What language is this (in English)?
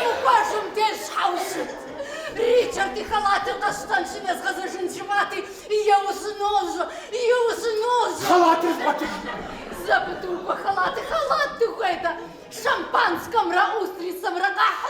Kabardian